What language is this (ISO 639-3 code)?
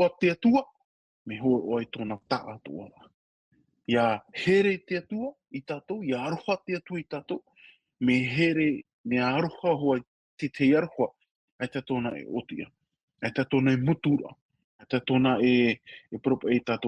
tah